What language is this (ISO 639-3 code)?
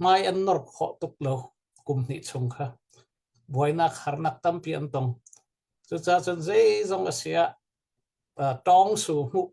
cnh